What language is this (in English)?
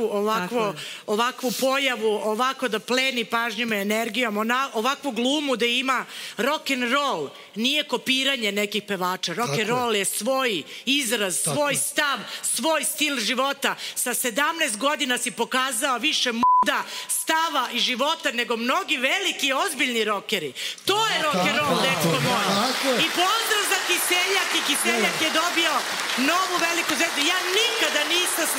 Serbian